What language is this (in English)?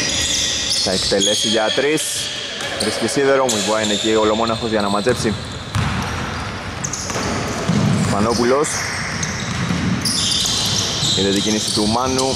Greek